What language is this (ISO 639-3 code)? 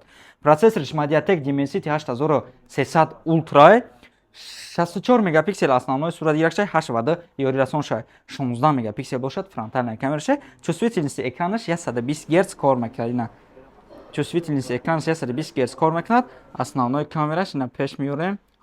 tgk